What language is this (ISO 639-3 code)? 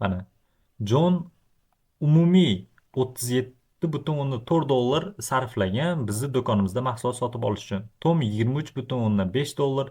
uzb